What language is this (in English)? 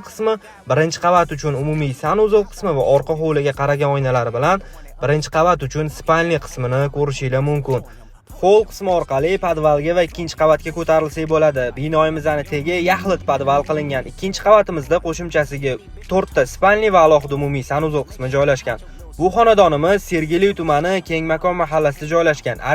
Uzbek